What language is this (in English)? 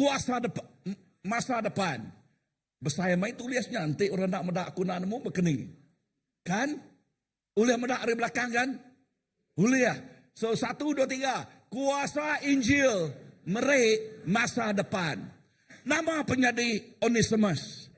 Iban